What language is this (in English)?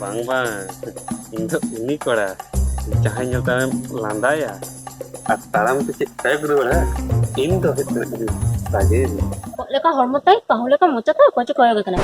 Santali